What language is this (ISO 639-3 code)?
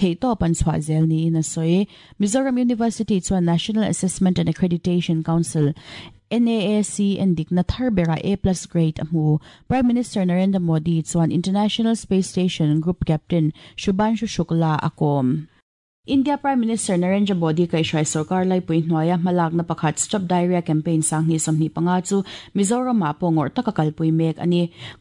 lus